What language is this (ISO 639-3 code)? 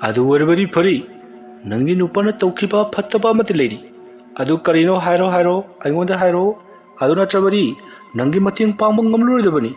mni